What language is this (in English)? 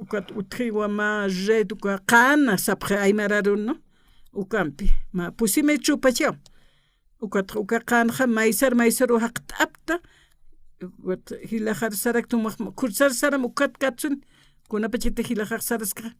Aymara